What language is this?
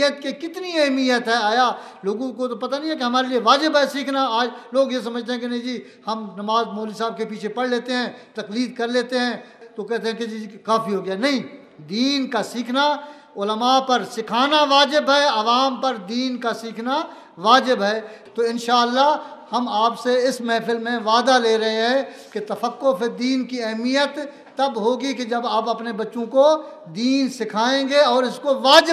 Urdu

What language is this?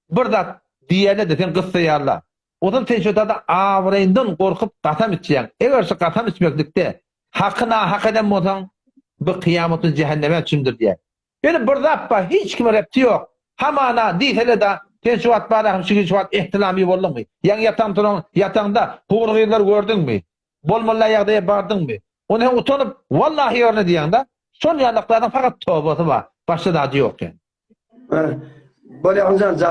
Turkmen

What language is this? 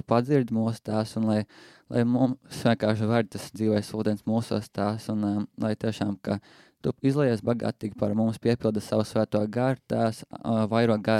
Latvian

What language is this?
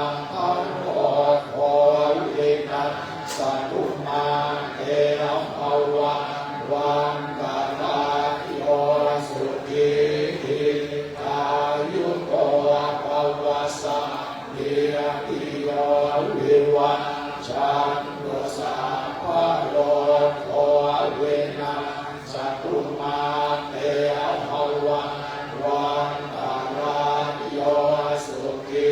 Pali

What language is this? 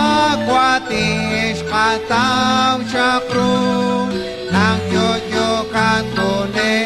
Kekchí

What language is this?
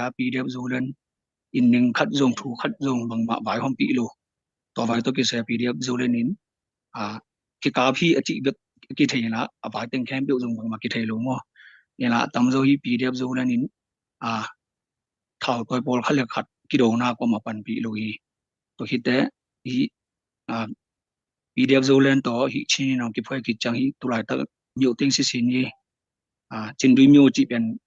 Tedim Chin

